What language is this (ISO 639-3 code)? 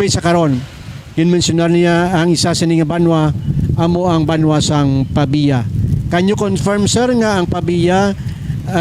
hil